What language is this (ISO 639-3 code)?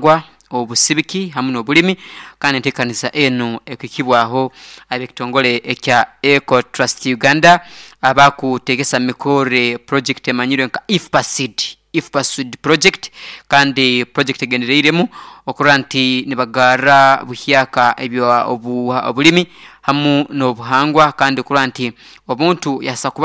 nyn